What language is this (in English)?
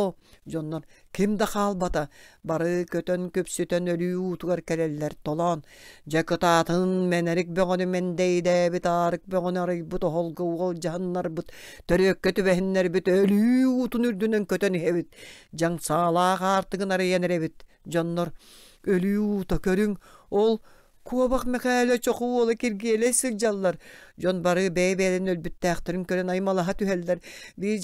Yakut